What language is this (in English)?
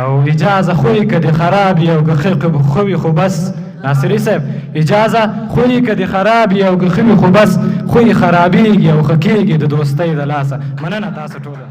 Pashto